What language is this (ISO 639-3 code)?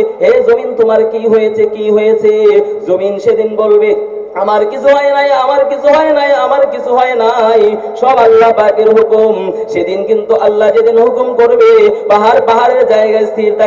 ben